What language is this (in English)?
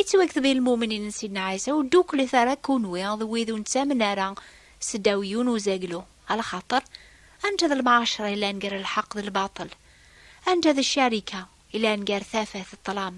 Kabyle